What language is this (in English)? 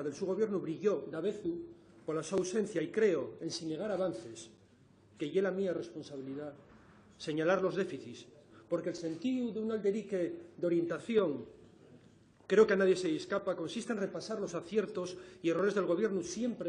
Asturian